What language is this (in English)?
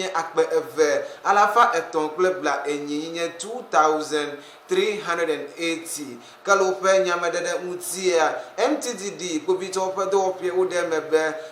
Ewe